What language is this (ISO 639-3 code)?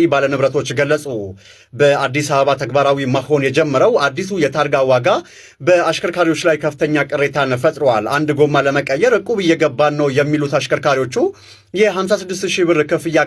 amh